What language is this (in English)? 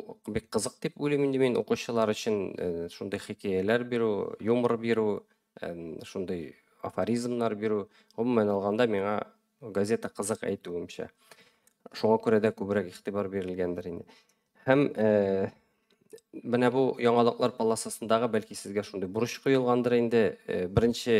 Tatar